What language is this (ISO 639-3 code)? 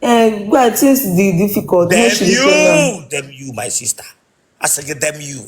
ibo